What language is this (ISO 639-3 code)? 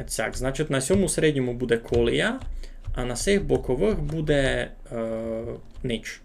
rue